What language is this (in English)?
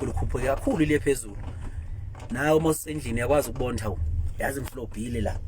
Zulu